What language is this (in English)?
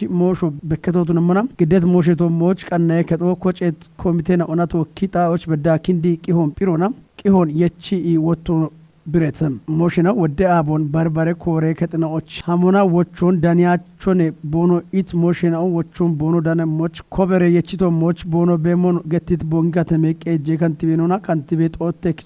Kafa